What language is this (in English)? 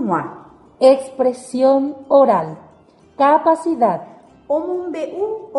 Guarani